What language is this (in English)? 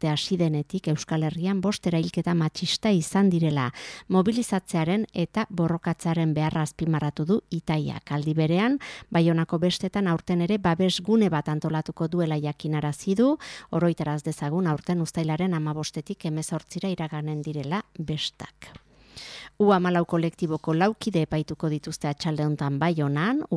Basque